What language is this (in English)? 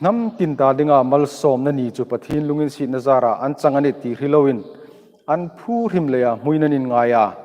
Hmar